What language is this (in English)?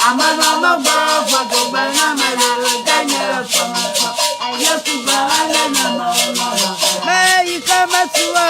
Ewe